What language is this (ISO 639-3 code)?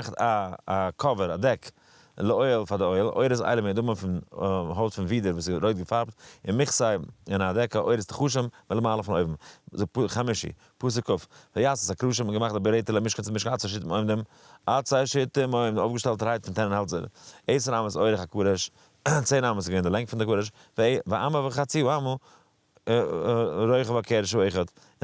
yid